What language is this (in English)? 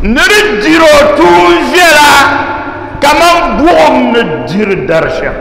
Dagbani